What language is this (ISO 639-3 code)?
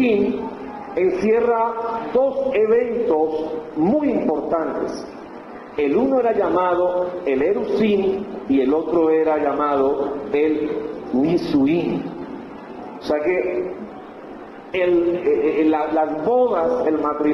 spa